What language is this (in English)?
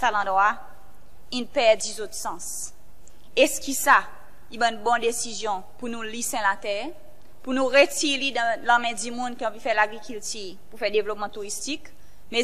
Seselwa Creole French